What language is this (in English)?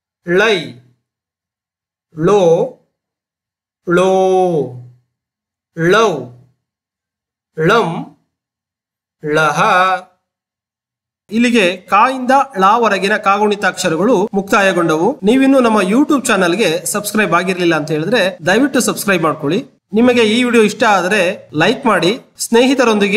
Kannada